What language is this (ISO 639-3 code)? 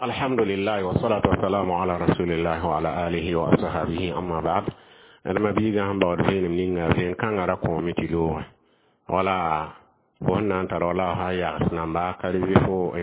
mos